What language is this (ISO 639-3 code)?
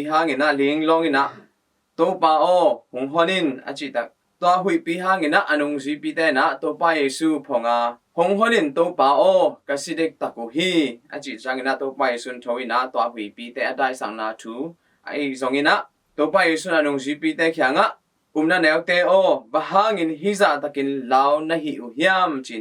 ctd